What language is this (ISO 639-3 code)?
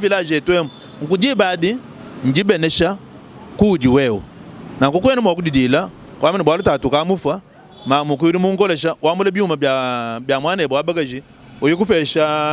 lua